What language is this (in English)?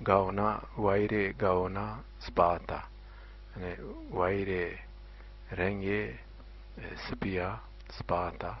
Zaza